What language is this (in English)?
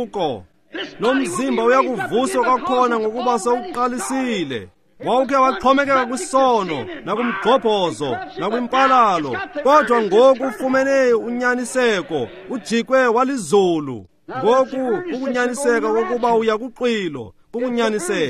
Xhosa